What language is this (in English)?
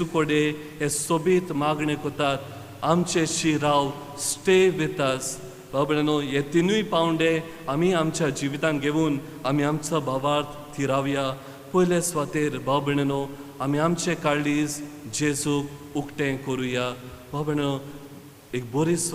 Konkani